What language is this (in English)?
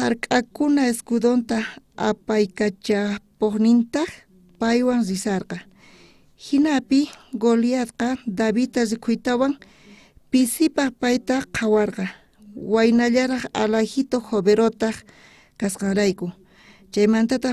South Bolivian Quechua